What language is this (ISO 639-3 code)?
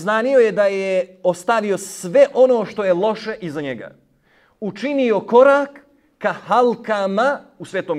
bos